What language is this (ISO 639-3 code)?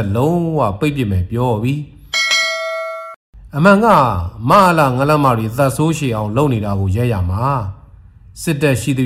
mya